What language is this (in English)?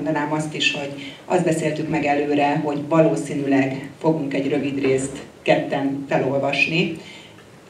Hungarian